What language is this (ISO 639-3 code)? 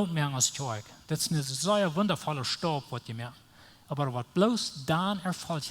pdt